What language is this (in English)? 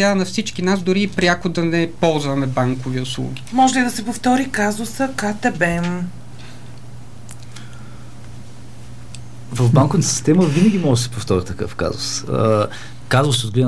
Bulgarian